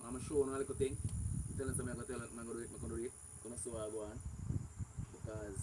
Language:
Jamaican Creole English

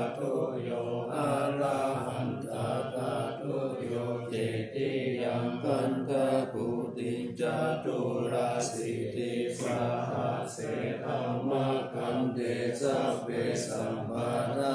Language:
Pali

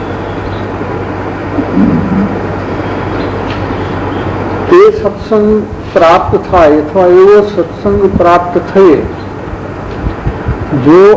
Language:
Gujarati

